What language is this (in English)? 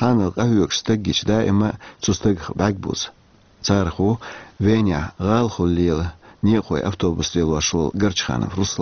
Chechen